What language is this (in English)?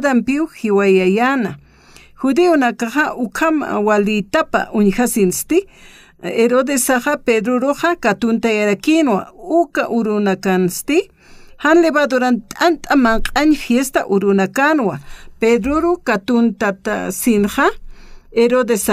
Aymara